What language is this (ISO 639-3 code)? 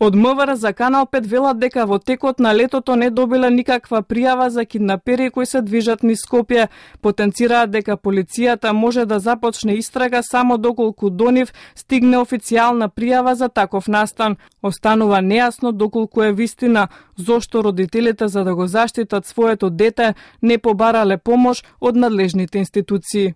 mkd